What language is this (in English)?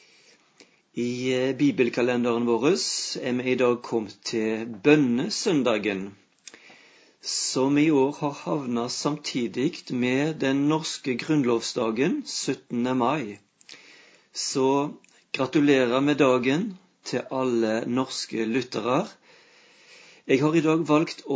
Norwegian